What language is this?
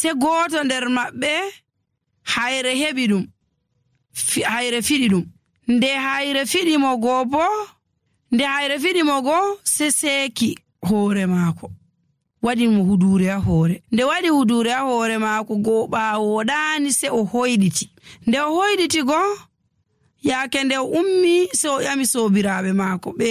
Nigerian Fulfulde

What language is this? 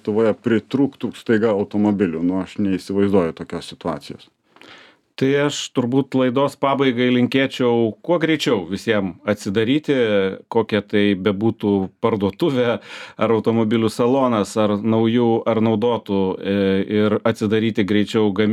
Lithuanian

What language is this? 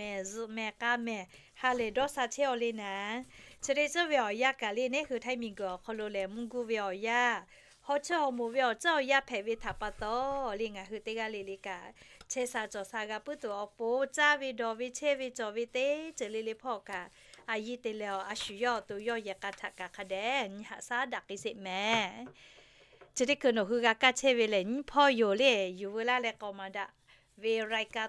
Lahu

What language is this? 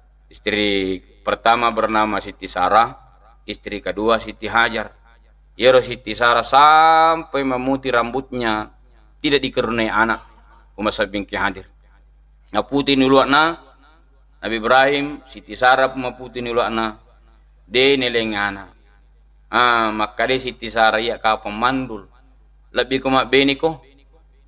Buginese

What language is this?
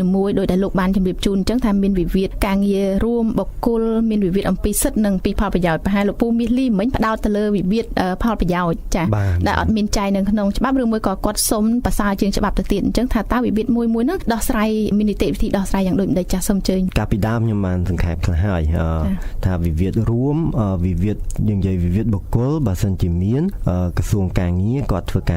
Khmer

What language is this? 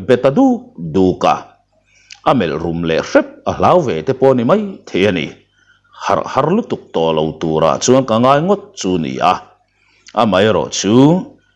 Mizo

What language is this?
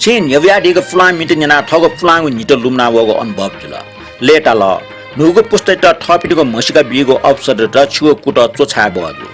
Newari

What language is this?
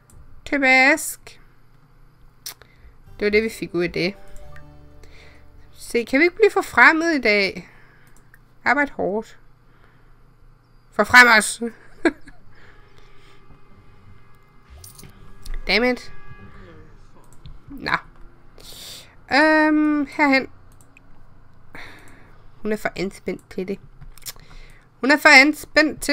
Danish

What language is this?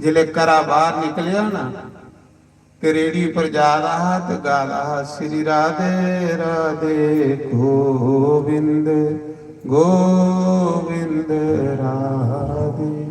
Dogri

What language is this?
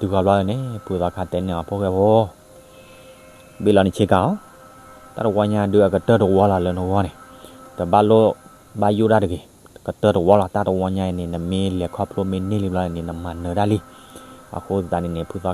S'gaw Karen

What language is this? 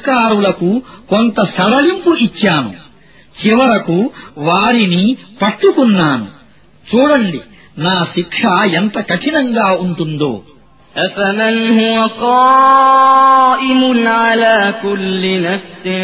Telugu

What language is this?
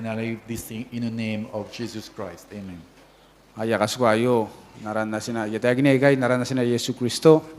Gilbertese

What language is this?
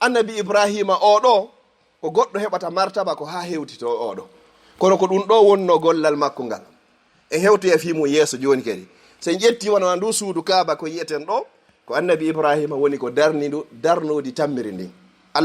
Fula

